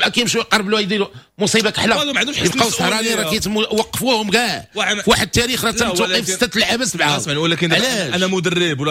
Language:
Moroccan Arabic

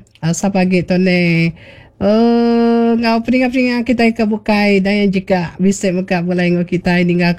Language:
Iban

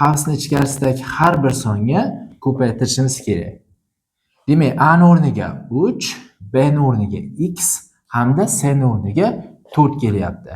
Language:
Uzbek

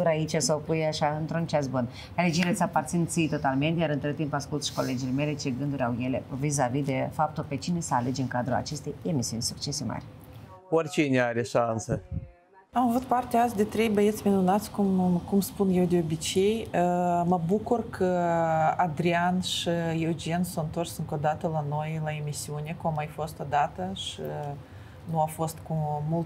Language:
Romanian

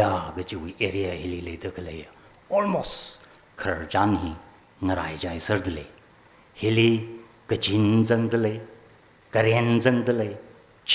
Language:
Tangkhul Naga (India)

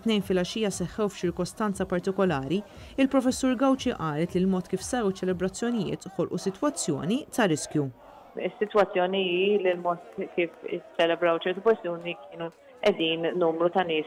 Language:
Maltese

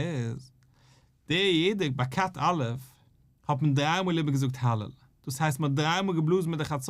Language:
Yiddish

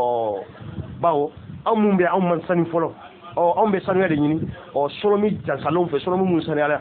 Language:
Bambara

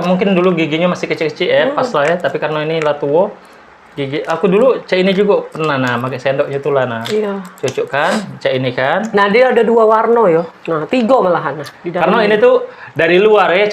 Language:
Musi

